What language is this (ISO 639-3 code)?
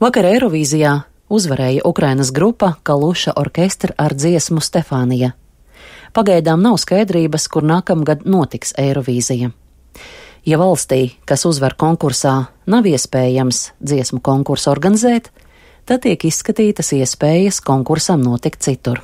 lav